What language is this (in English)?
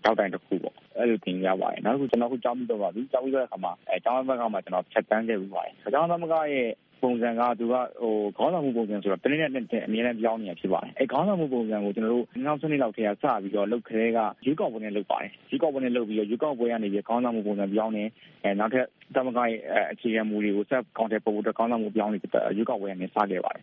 Burmese